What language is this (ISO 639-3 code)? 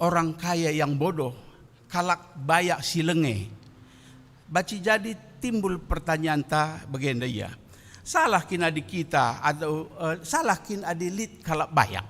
btx